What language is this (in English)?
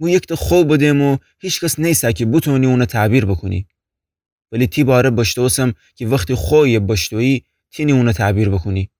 Gilaki